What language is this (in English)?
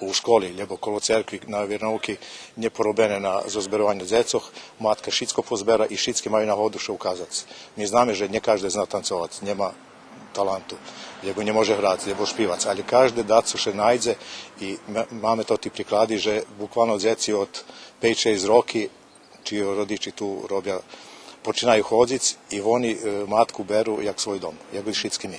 Rusyn